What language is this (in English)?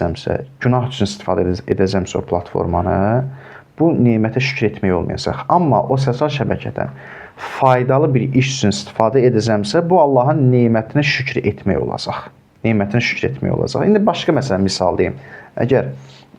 Azerbaijani